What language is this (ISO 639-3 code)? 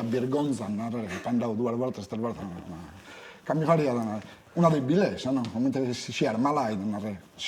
srd